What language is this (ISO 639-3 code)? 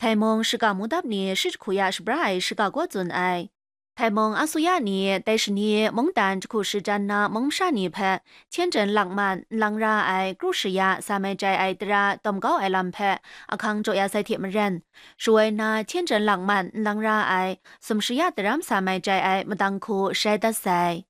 kac